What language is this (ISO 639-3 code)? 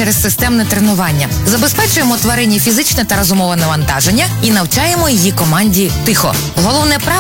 ukr